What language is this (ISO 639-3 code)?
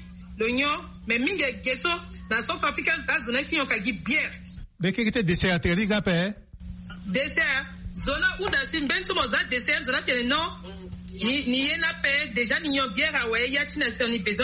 sag